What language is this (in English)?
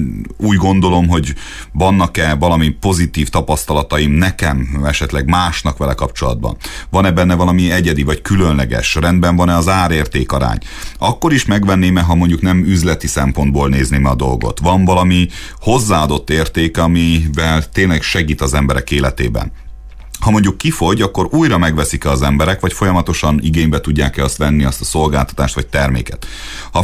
Hungarian